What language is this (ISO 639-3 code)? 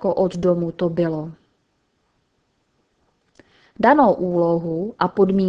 ces